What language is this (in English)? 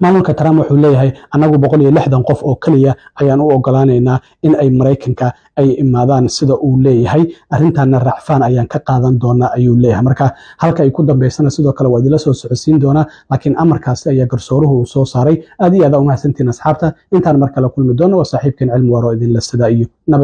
Somali